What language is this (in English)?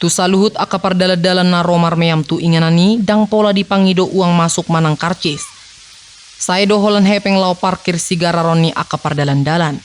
Batak Toba